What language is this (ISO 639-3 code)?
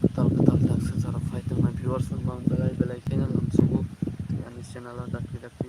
trp